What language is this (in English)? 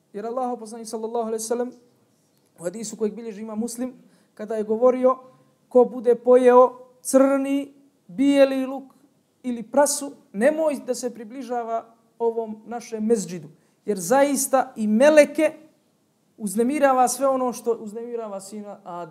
Bosnian